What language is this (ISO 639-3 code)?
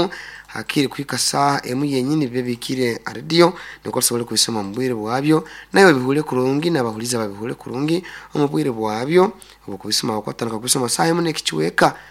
nyn